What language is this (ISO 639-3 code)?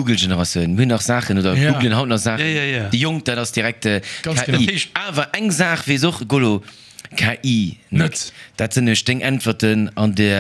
ltz